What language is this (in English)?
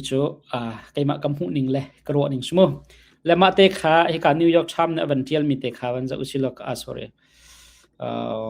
Hakha Chin